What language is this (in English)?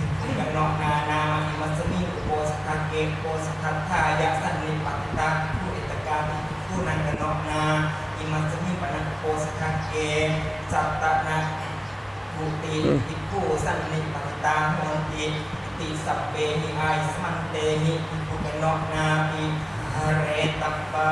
Pali